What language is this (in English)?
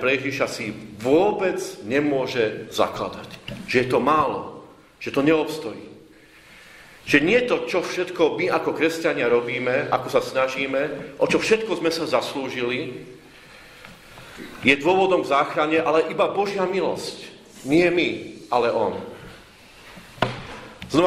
Slovak